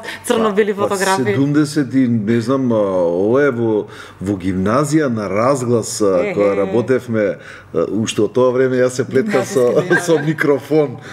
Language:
Macedonian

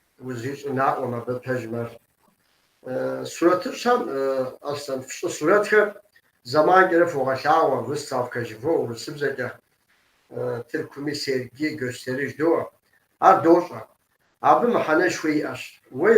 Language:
Kabardian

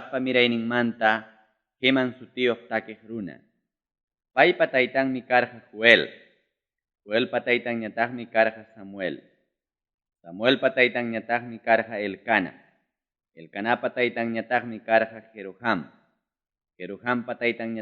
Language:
Ayacucho Quechua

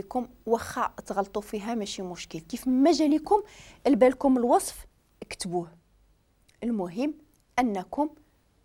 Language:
Moroccan Arabic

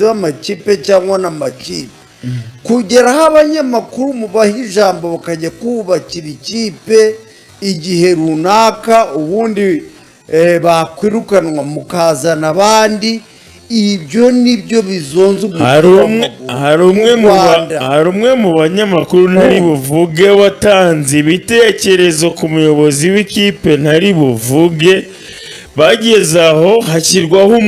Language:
Kinyarwanda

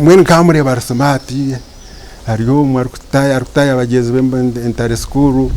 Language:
Nyankole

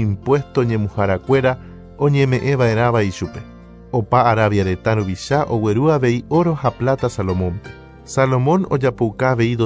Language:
Guarani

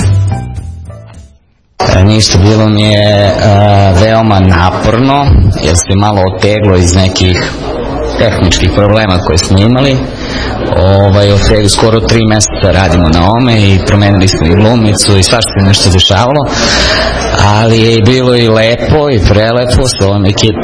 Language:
Serbian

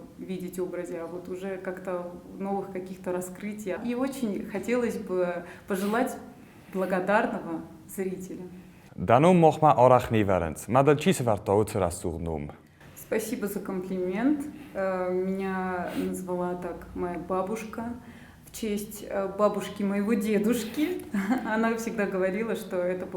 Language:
Ossetic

